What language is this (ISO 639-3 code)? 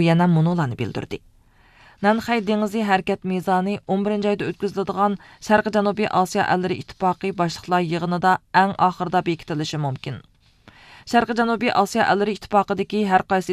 uig